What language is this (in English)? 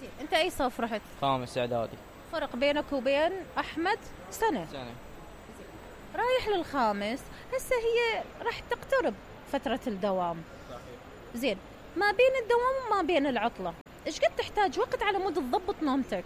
Mesopotamian Arabic